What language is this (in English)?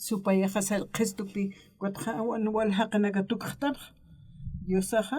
Aymara